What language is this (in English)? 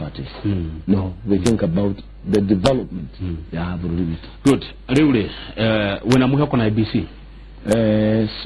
Kikuyu